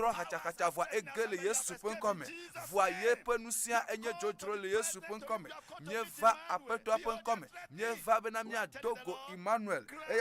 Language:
Ewe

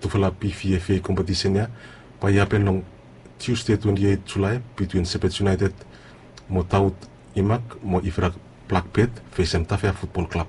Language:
Bislama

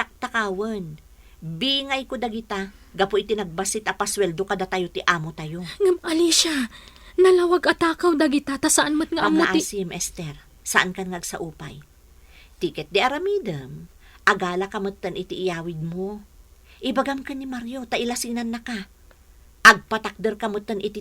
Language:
Iloko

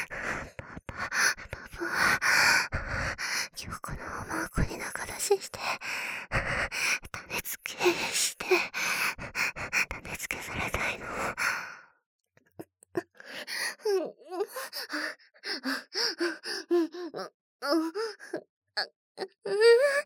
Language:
Japanese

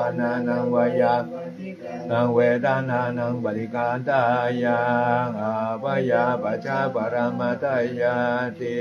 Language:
Pali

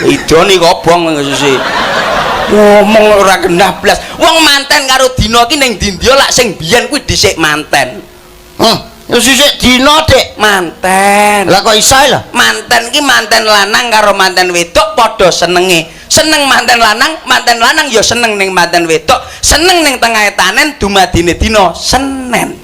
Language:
Javanese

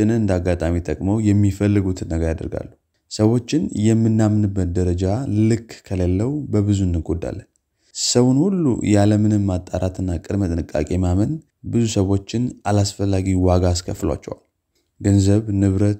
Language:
Amharic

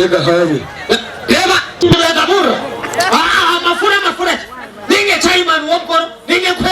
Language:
Nyankole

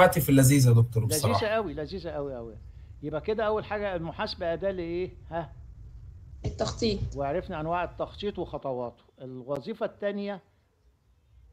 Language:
Egyptian Arabic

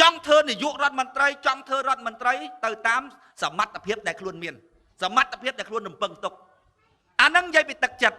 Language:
Khmer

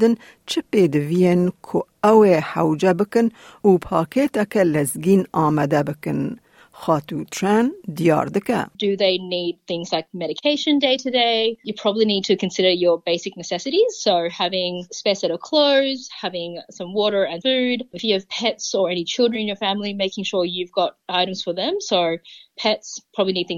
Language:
Kurdish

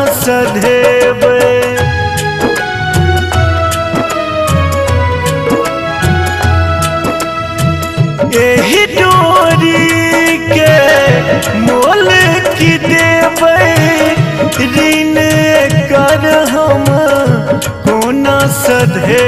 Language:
Maithili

